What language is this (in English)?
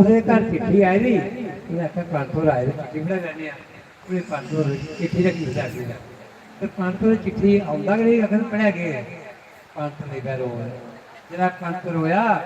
Dogri